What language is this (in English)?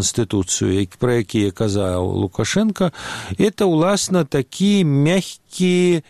Belarusian